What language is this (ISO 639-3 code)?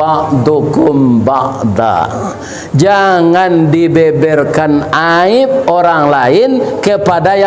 min